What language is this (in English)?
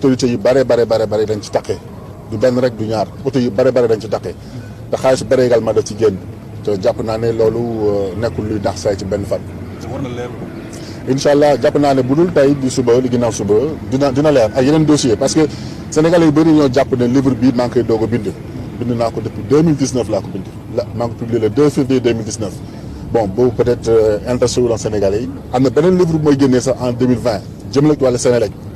Wolof